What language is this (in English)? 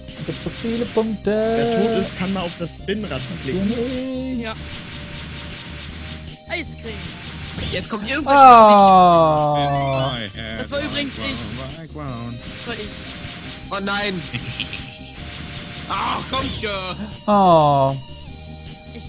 German